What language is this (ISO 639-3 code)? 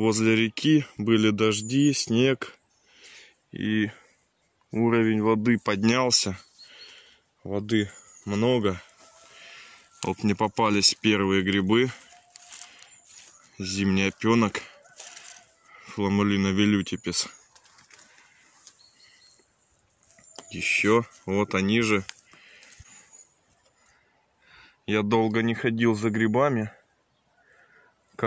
rus